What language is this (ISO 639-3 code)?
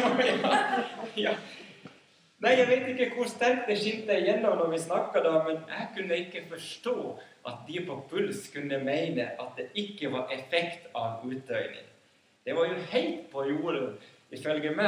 nor